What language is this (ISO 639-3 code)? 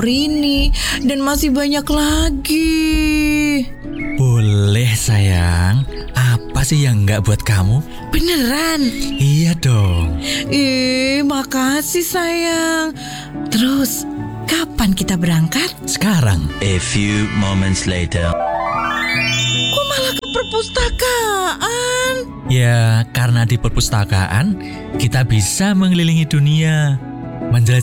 ind